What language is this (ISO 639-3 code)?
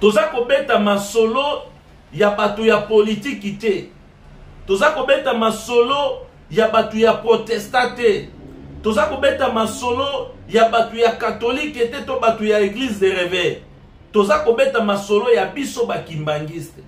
lin